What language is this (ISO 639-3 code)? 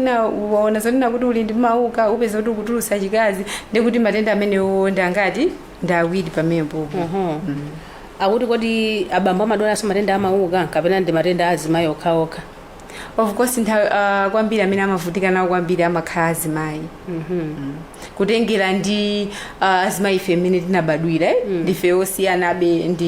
nya